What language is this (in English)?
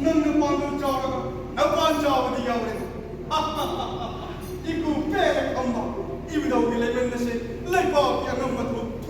Manipuri